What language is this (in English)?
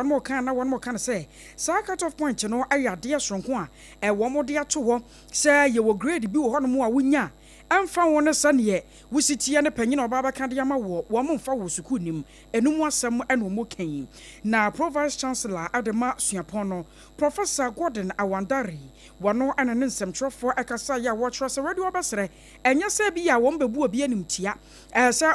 Akan